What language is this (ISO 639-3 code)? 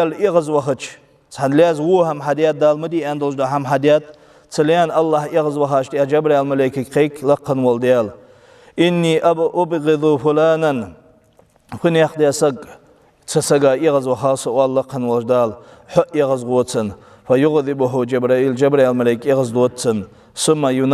inh